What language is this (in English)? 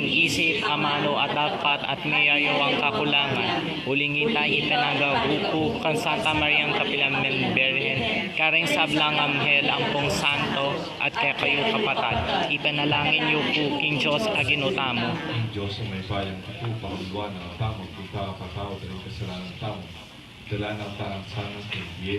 Pampanga